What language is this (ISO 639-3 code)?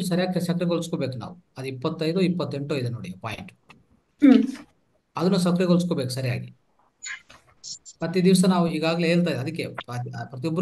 kan